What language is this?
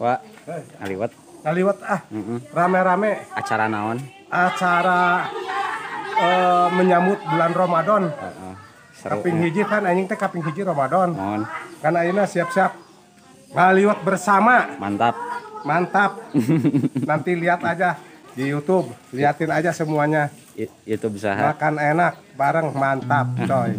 Sundanese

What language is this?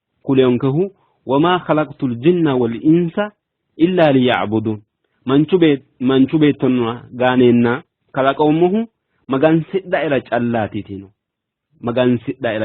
Sidamo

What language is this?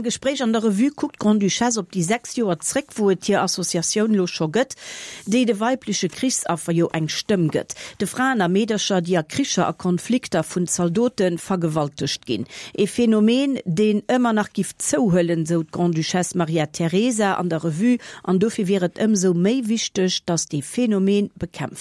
Luxembourgish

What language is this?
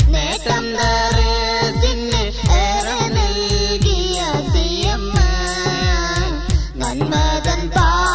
Malayalam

